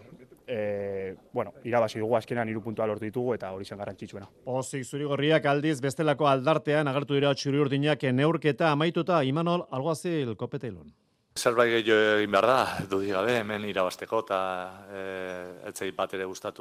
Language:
Basque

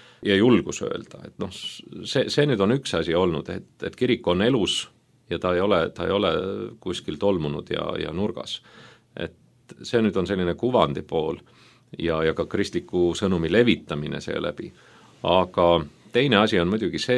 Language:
Estonian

